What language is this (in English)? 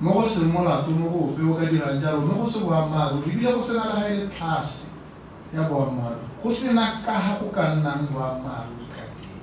Tswana